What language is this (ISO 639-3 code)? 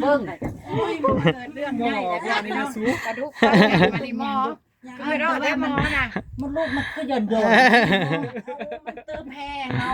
tts